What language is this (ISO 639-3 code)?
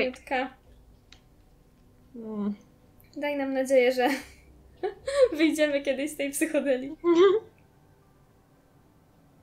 pol